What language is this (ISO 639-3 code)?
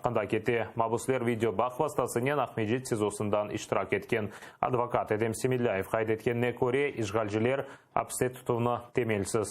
crh